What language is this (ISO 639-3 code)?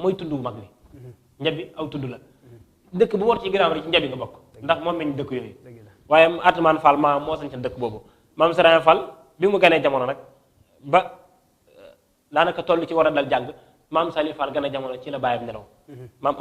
wol